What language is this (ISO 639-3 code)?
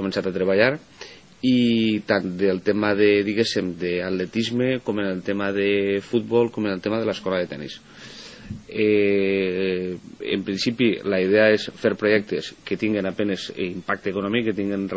cat